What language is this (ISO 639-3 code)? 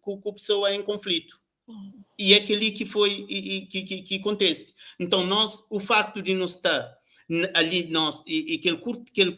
kea